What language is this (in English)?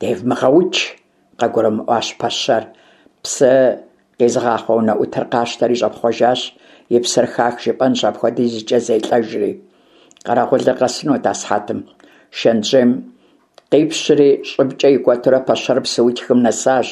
Kabardian